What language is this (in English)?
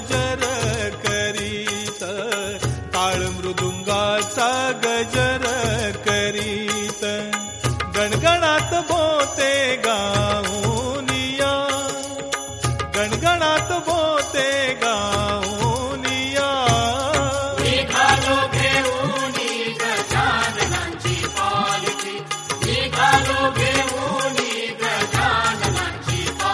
Marathi